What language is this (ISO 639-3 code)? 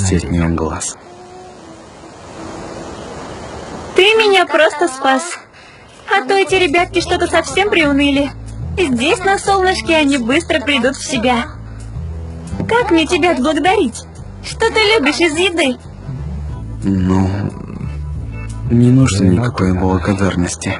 rus